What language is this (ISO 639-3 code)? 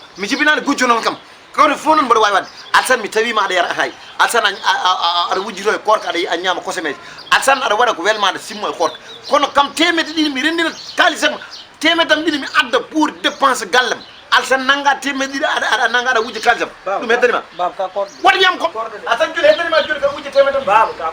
ful